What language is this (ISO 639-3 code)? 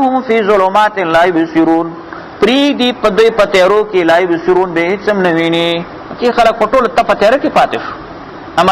pus